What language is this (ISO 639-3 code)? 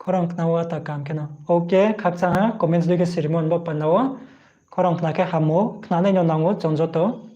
ria